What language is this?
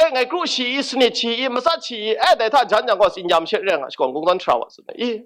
Kachin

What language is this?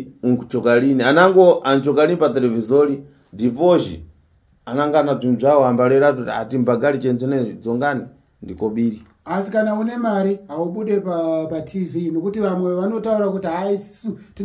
Shona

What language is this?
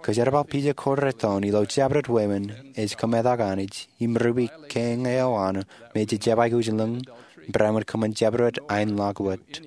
Marshallese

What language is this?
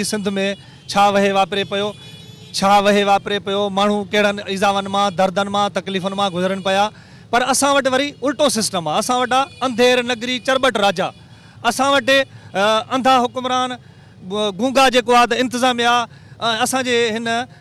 Sindhi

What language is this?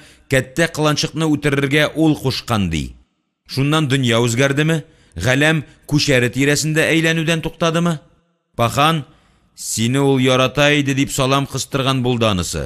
Tatar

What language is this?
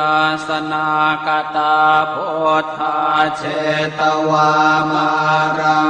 Pali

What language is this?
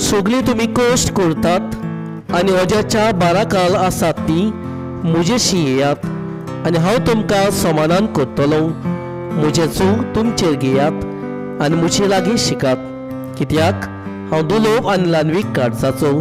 Konkani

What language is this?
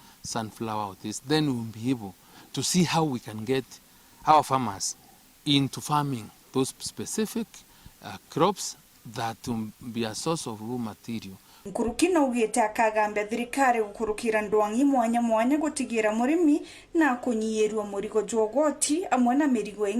Meru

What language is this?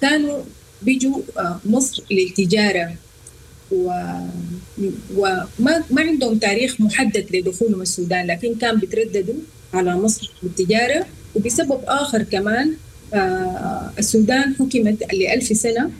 Sudanese Arabic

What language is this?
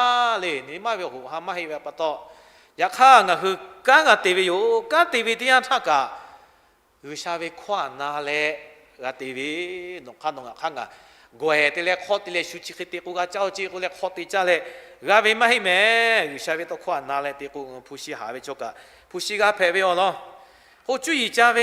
Lahu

